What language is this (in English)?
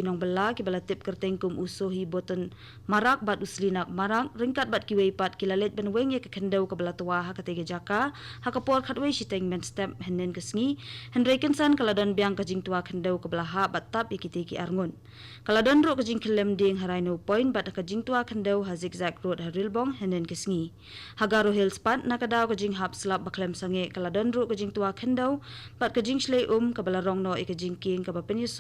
Khasi